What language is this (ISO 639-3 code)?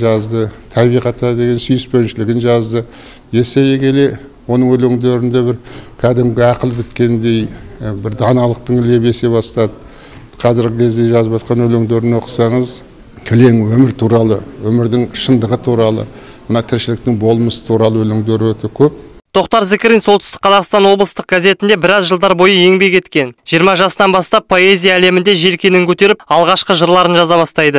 kaz